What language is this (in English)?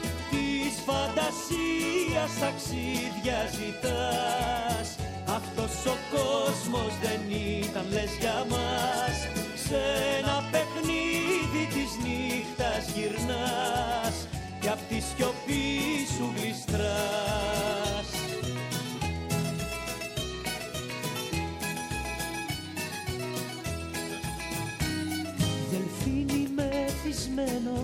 Greek